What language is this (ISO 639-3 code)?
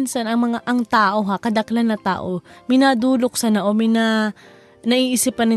bik